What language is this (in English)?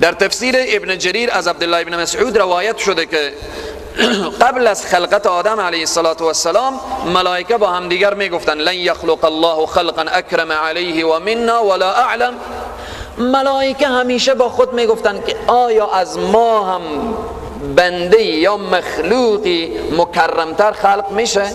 Persian